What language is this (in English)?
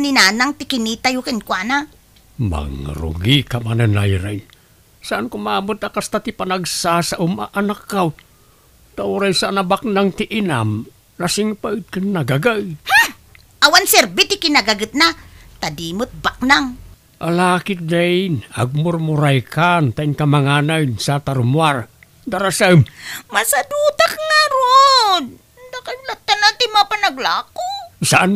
Iloko